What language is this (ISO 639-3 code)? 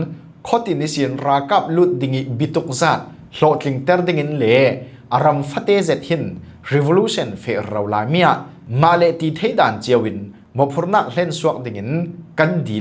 cfm